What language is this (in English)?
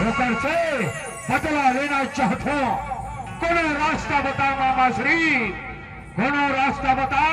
Chhattisgarhi